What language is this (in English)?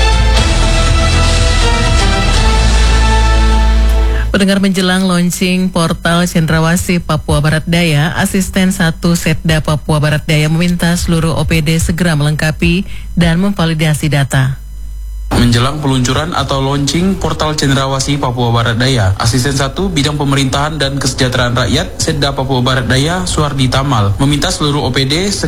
Indonesian